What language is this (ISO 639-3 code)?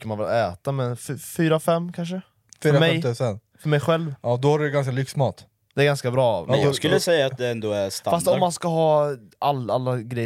swe